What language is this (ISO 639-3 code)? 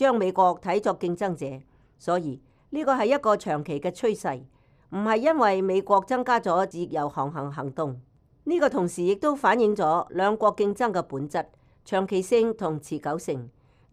yue